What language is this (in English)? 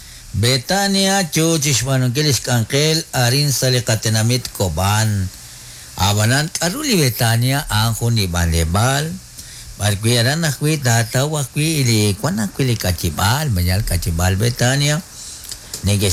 Kekchí